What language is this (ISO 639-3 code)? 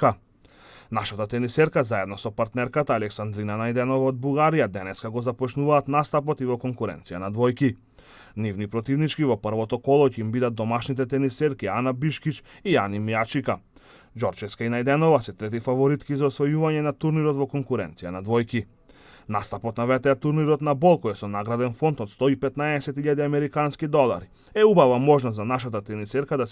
mkd